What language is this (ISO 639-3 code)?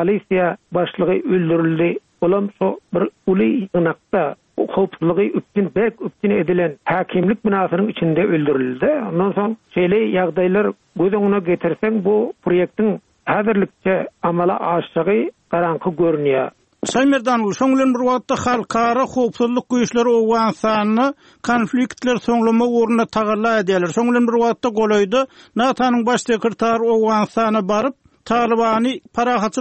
tuk